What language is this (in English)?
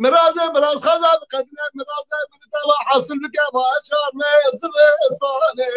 Kurdish